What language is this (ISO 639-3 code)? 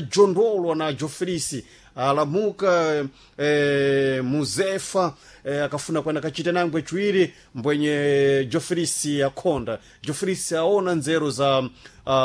seh